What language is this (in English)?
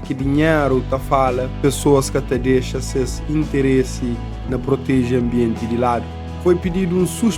Kabuverdianu